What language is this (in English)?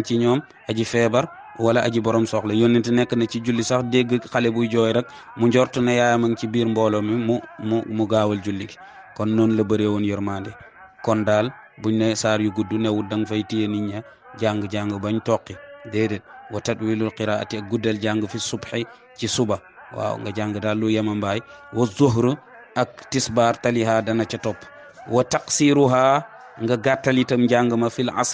Wolof